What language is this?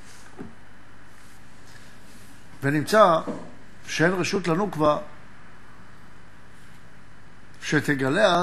Hebrew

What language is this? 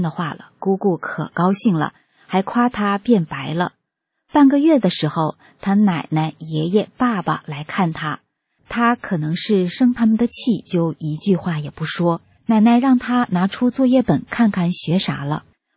Chinese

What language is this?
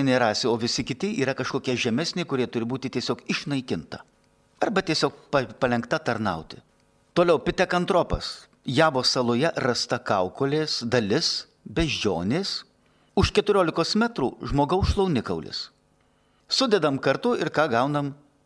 Lithuanian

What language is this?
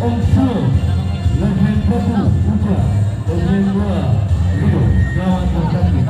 Ambonese Malay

